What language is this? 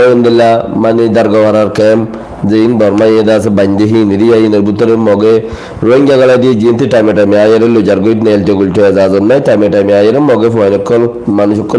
Rohingya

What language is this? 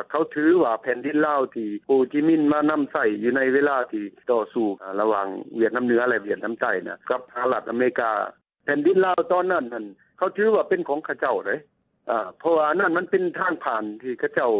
Lao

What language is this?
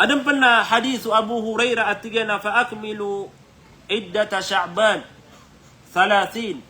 Maranao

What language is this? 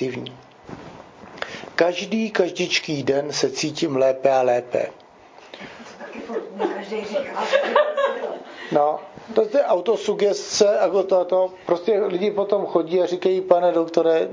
Czech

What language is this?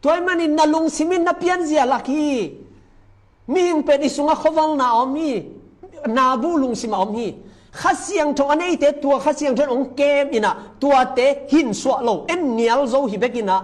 Tedim Chin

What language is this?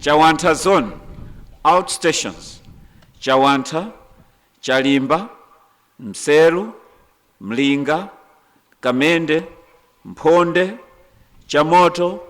Nyanja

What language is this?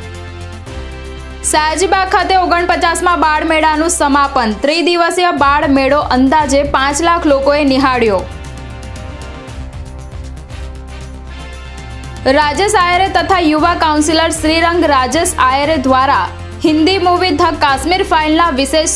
Gujarati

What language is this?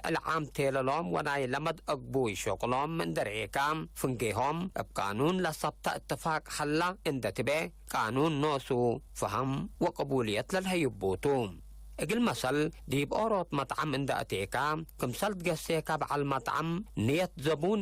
Tigre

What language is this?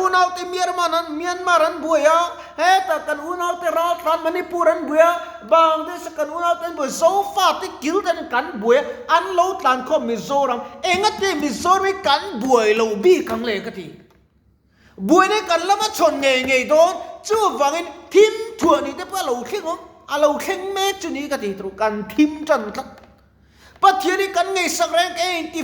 Mizo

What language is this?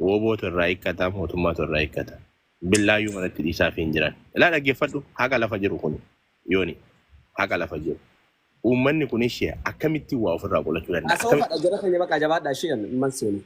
Oromo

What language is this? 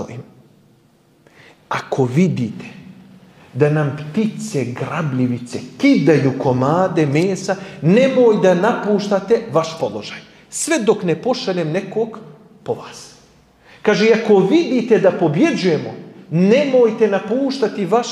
Bosnian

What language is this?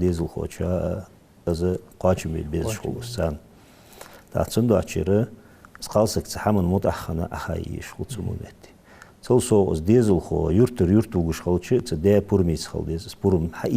Ingush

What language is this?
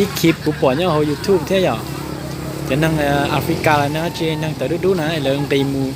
Hmong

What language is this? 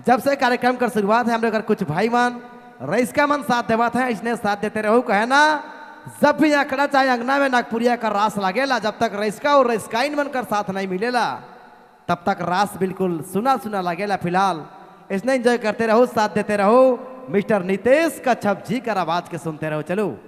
Sadri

